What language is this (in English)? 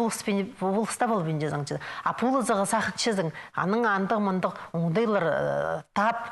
Khakas